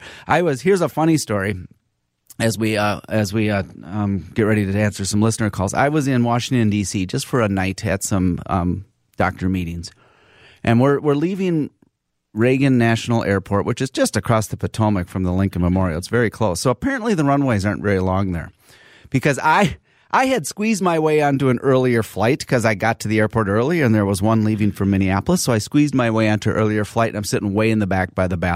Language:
English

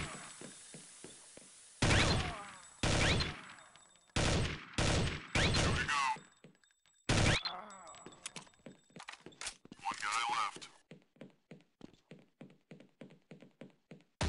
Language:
English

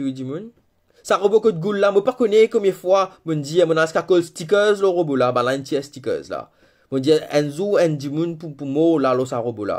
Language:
Morisyen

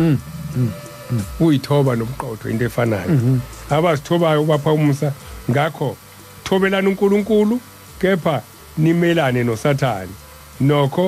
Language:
Zulu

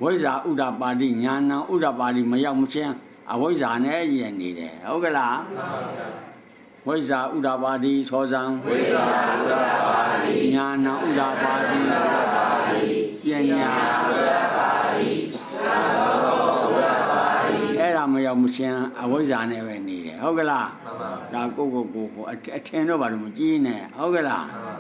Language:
Burmese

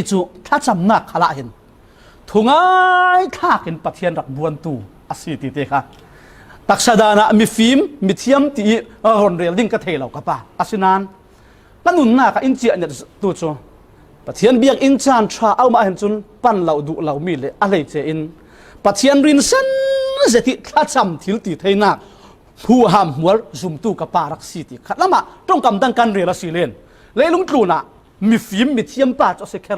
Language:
Falam Chin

